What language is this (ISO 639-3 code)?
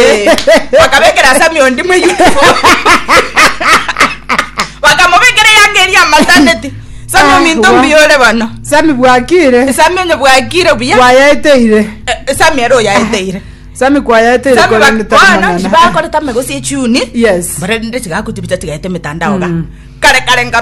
guz